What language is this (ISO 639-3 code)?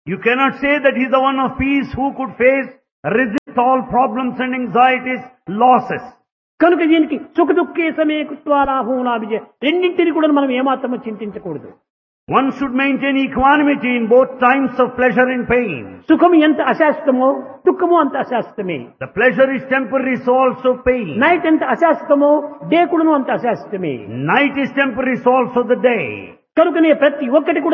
tel